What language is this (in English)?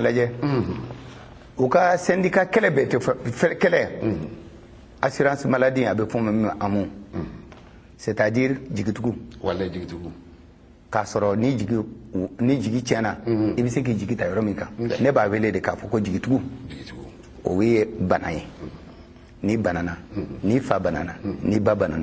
Bambara